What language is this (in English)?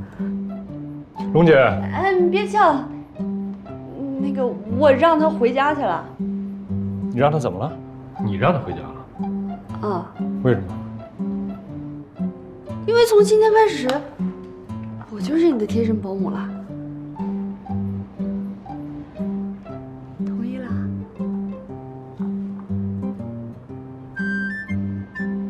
Chinese